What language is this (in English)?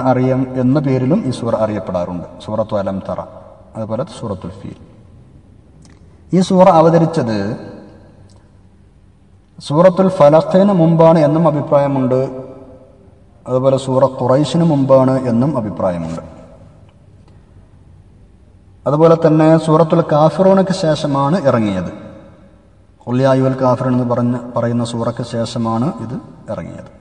Malayalam